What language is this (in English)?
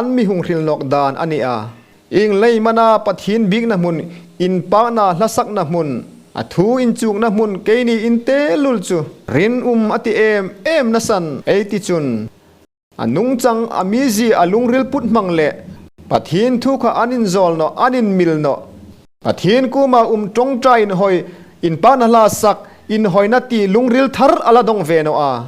Hmar